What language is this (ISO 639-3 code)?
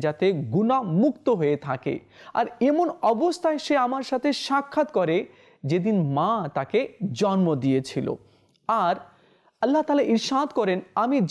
ben